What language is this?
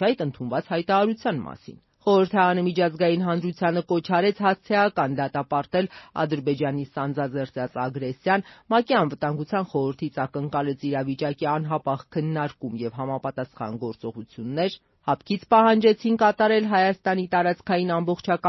Armenian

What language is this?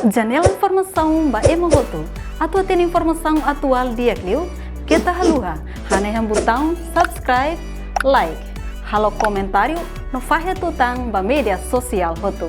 Tetum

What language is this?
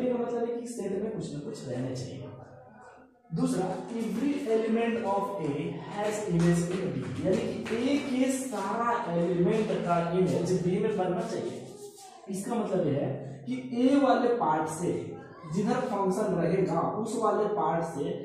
Hindi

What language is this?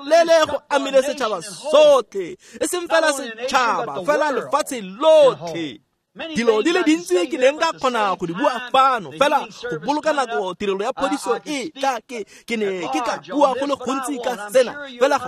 Tswana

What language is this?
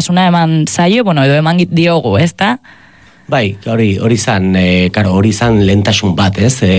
Basque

